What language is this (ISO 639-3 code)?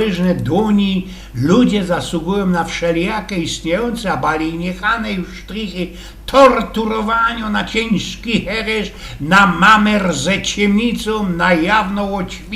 szl